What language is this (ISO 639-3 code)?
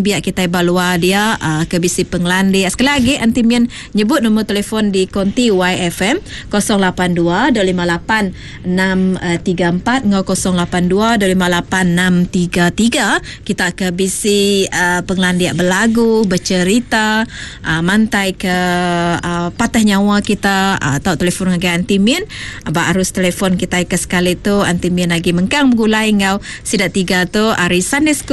iba